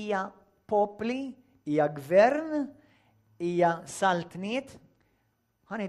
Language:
Maltese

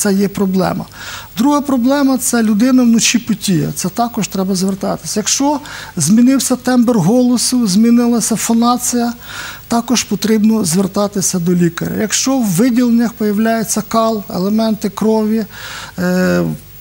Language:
Ukrainian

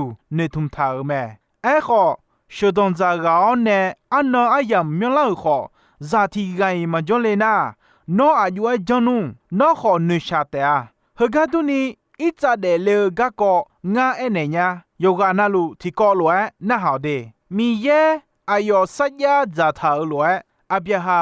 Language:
Akha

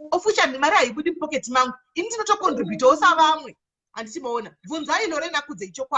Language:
Shona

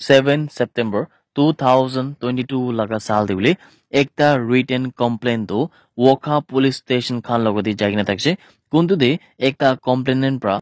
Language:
Naga Pidgin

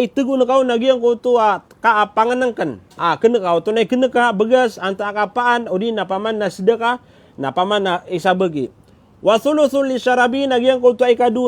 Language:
Maranao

